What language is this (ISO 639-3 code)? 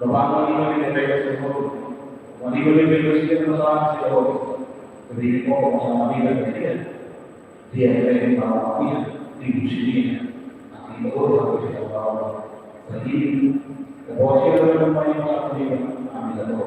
tet